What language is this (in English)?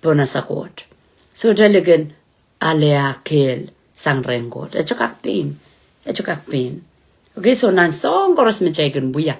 Pohnpeian